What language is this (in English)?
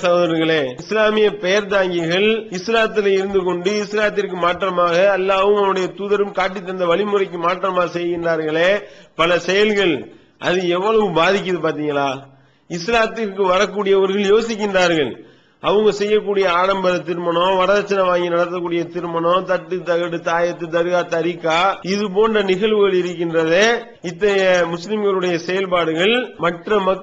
Tamil